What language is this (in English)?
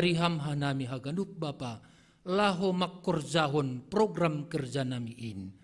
Batak Simalungun